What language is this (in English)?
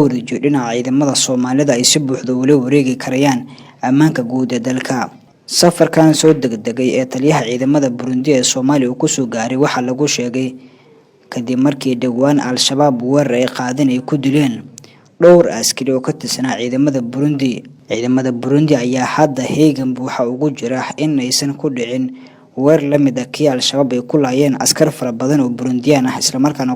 Somali